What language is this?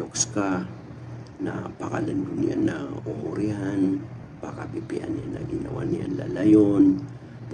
Maranao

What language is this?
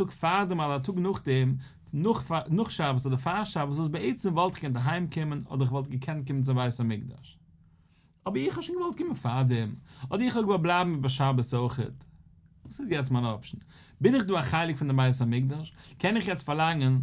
Yiddish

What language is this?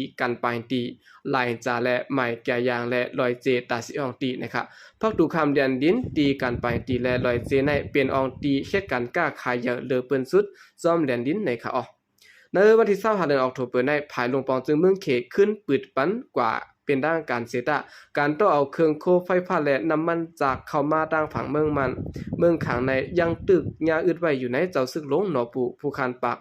Shan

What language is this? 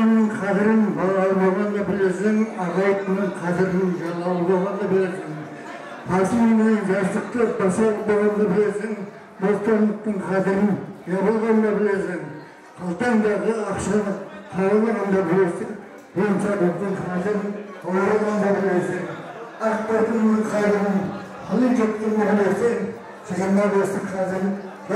Kara-Kalpak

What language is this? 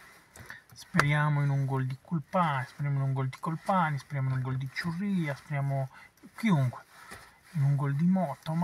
Italian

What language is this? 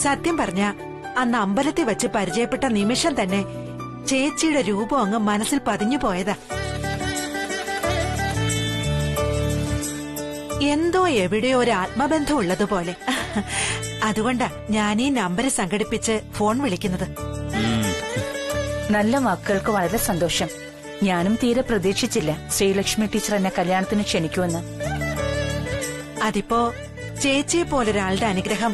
Malayalam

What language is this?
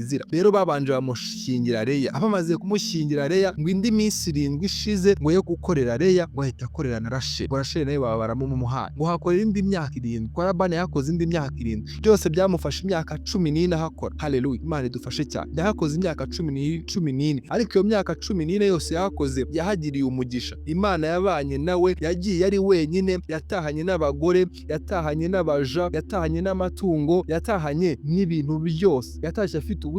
Kinyarwanda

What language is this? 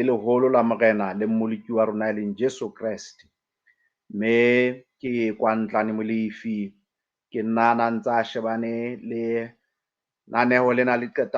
Southern Sotho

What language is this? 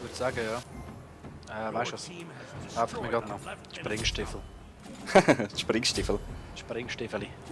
Swiss German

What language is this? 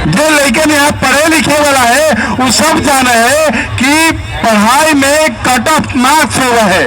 Magahi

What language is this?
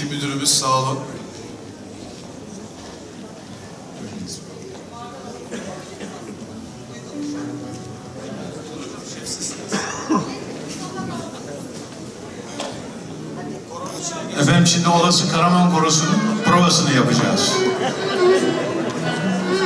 Turkish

